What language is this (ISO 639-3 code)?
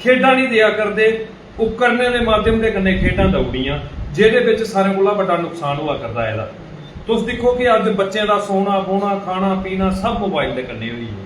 doi